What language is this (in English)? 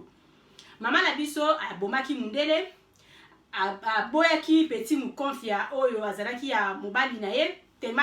Lingala